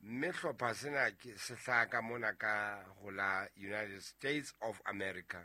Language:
Southern Sotho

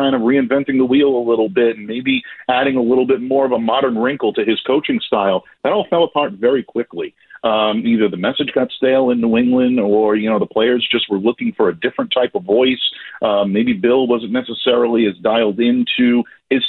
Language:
English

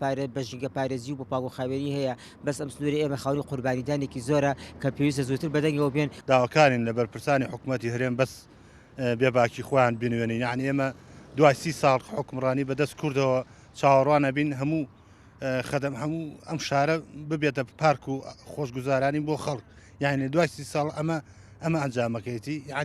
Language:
Central Kurdish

